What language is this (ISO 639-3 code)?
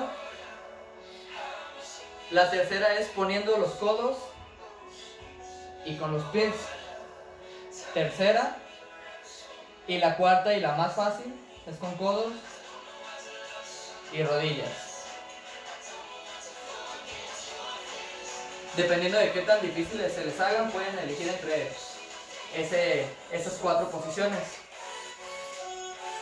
spa